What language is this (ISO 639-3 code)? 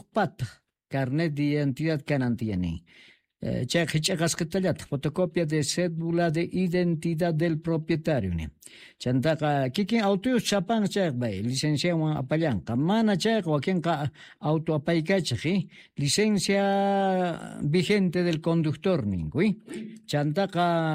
que